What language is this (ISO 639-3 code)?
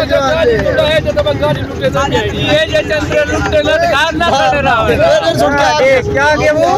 skr